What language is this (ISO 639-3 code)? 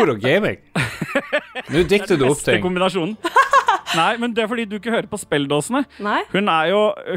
nor